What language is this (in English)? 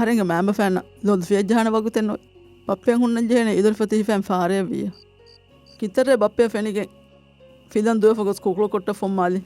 Divehi